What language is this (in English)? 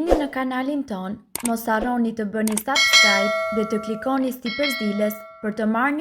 Albanian